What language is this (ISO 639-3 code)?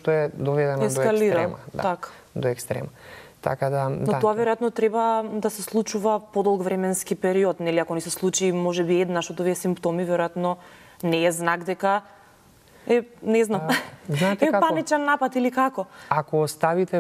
mkd